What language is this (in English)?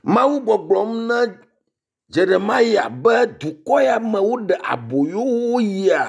Ewe